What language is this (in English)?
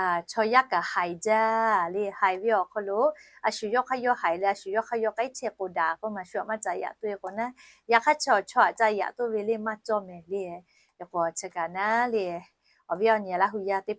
Lahu